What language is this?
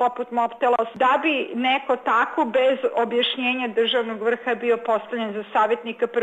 Serbian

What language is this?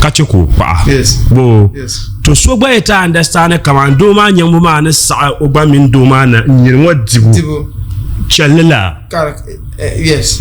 Dagbani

